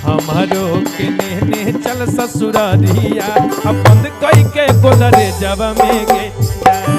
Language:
Magahi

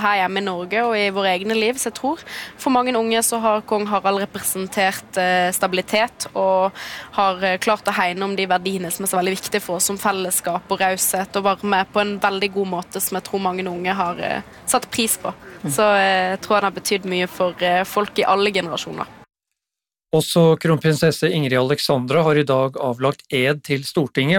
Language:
Norwegian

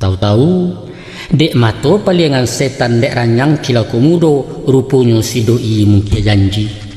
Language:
Minangkabau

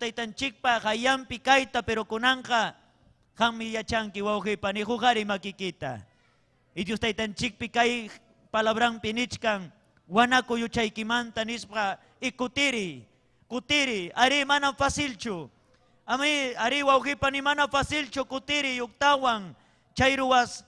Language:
Ayacucho Quechua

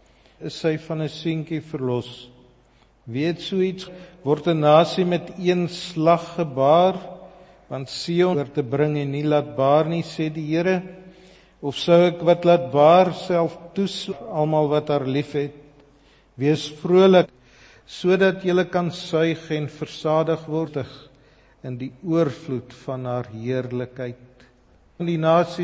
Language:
Afrikaans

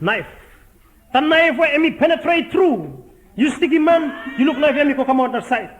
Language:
Bislama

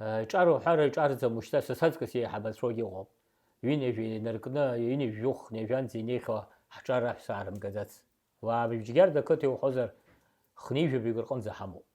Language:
Abkhazian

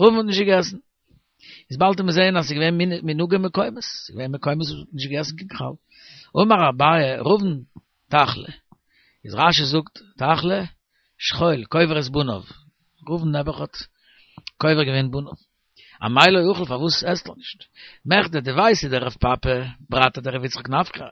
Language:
Yiddish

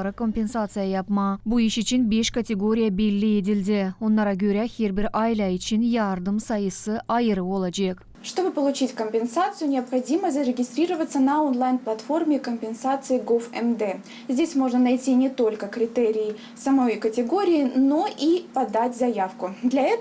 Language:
Gagauz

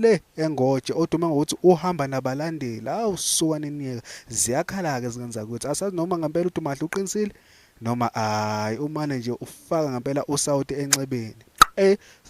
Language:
Zulu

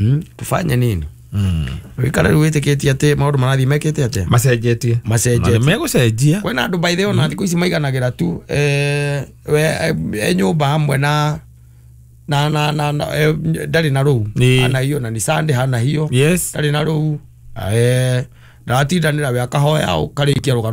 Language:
Kikuyu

